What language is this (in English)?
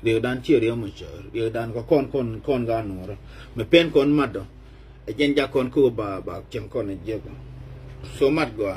Nuer